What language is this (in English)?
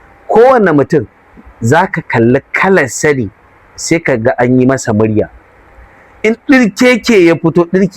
Hausa